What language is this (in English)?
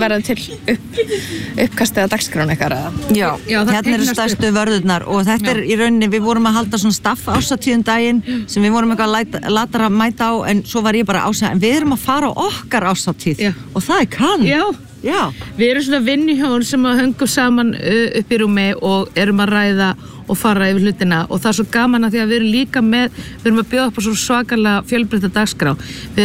Icelandic